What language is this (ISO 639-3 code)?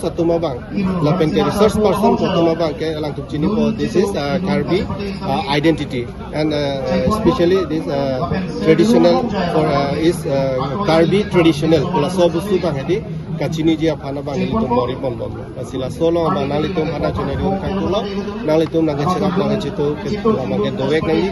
mjw